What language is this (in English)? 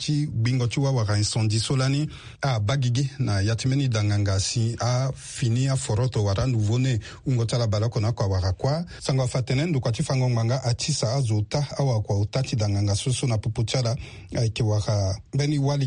Sango